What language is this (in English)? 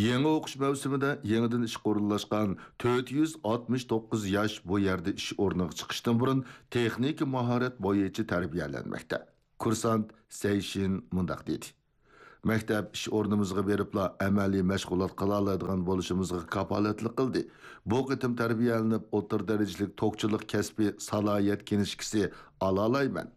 Uyghur